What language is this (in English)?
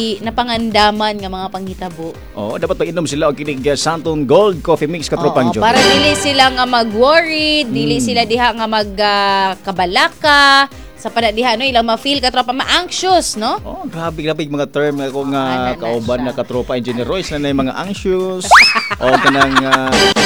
Cebuano